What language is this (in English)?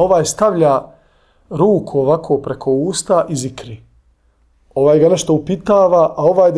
Bosnian